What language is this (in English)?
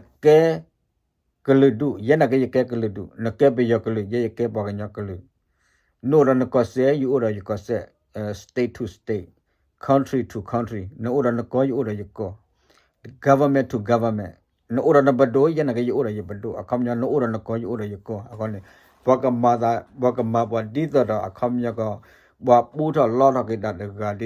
S'gaw Karen